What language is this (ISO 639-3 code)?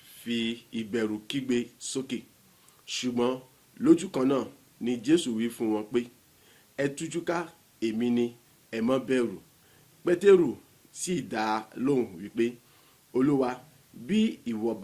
yor